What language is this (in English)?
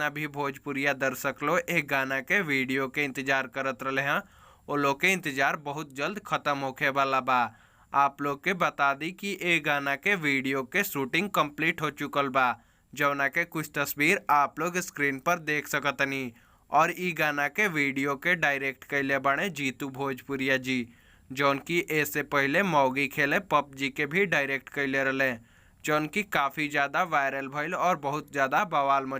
Bhojpuri